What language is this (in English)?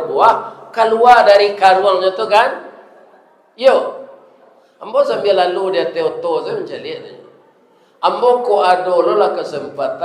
Minangkabau